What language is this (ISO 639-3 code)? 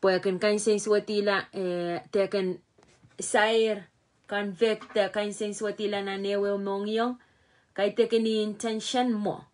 pon